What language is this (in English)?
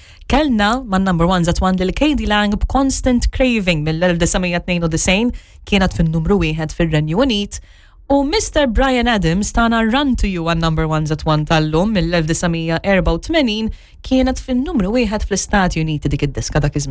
Maltese